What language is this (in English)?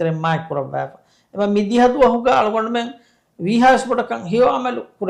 Divehi